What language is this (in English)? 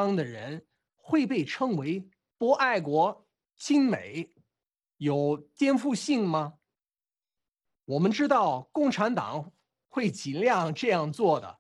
Chinese